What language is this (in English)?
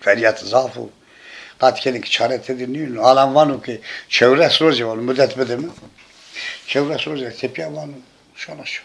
Zaza